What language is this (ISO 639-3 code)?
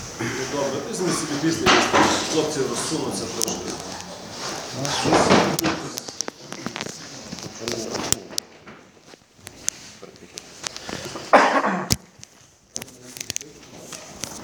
ukr